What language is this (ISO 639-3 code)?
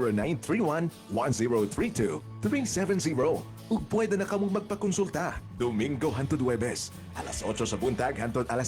ceb